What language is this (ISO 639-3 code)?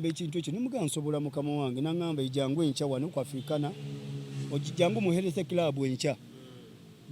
lug